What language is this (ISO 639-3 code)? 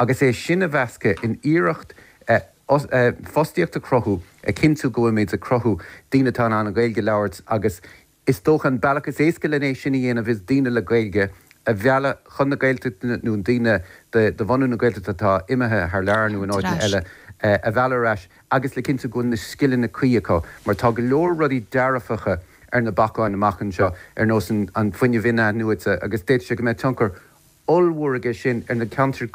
gle